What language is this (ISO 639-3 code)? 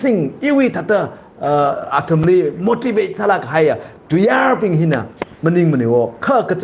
nmf